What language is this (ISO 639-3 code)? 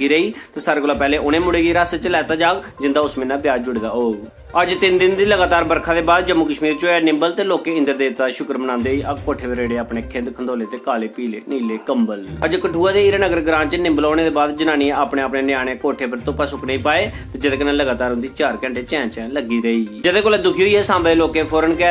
doi